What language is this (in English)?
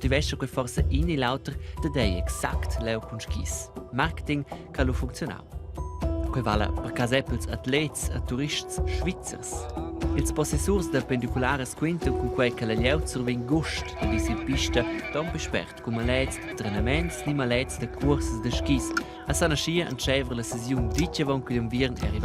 Romansh